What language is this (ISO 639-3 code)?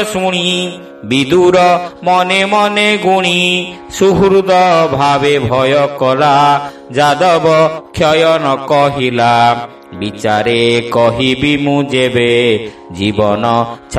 ori